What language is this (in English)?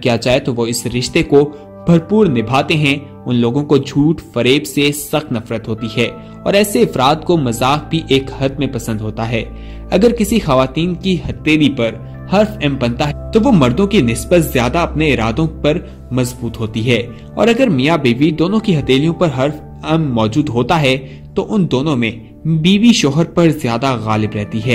Urdu